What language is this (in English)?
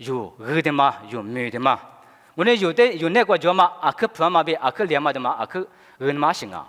Lisu